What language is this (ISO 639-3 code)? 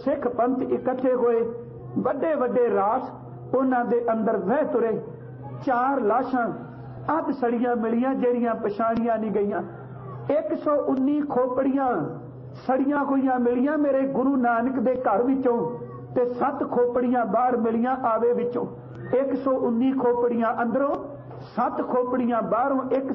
pan